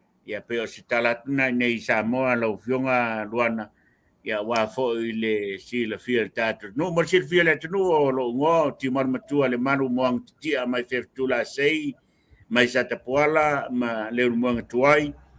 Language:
Samoan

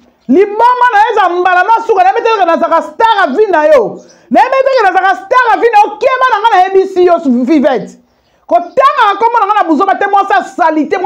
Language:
Lingala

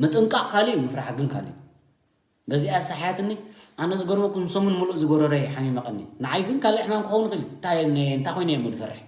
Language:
Tigrinya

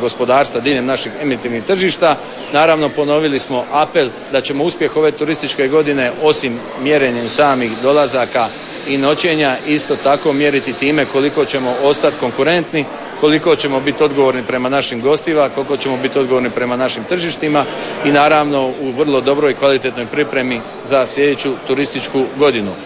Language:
Croatian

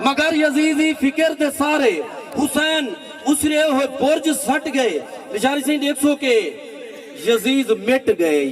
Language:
Saraiki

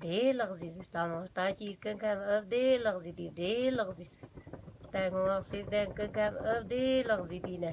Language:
Tibetan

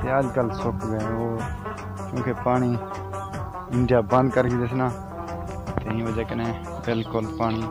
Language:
Saraiki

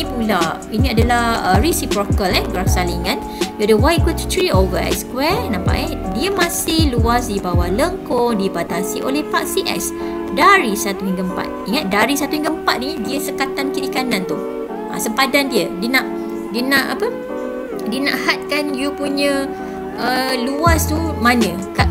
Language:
Malay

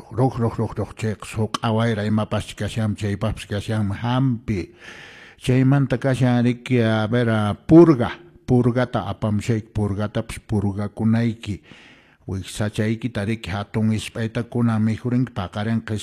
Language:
Quechua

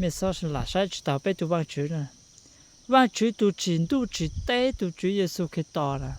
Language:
Hmong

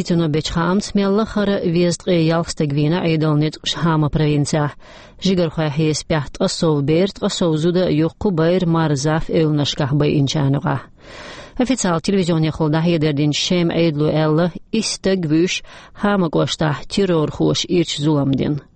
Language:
Chechen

